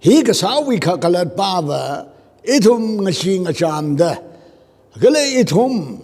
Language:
Tangkhul Naga (India)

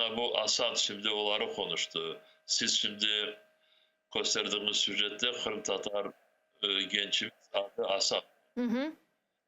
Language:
Crimean Tatar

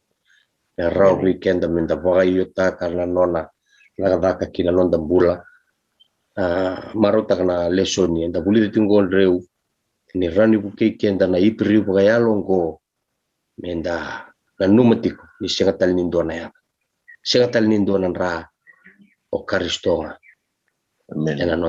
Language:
Fijian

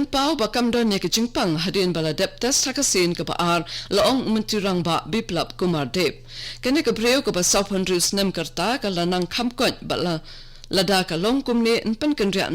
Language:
Khasi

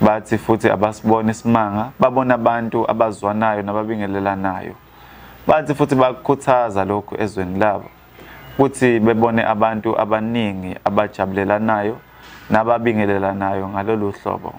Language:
Zulu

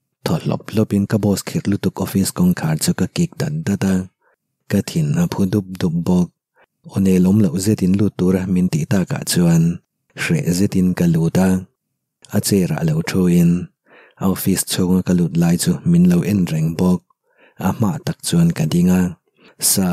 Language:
Mizo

